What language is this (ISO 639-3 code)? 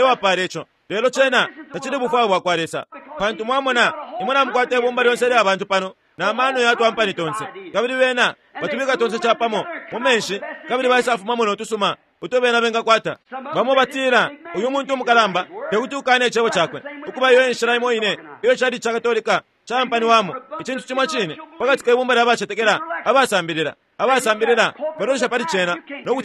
bem